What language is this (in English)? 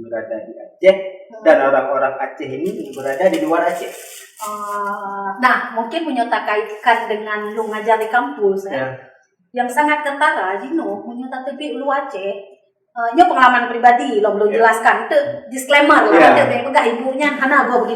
Achinese